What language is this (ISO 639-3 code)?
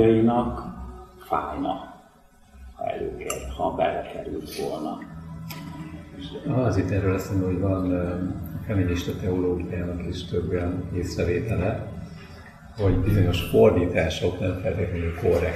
hun